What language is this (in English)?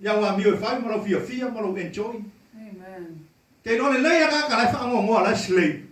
Samoan